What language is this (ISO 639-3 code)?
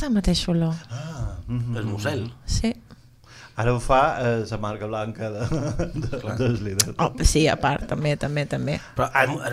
cat